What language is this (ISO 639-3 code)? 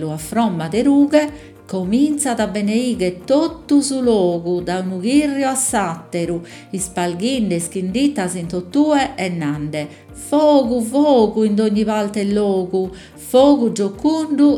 srd